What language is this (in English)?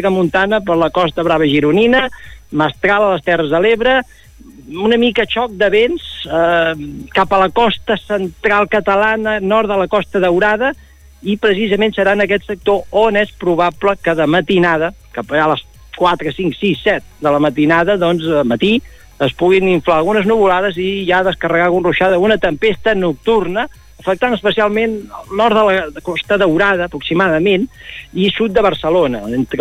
Catalan